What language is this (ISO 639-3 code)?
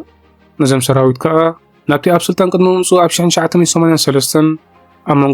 tir